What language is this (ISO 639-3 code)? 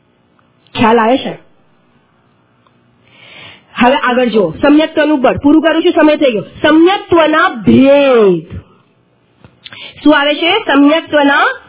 guj